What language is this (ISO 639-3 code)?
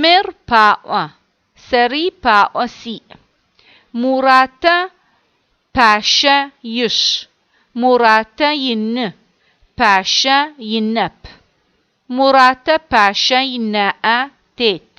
ady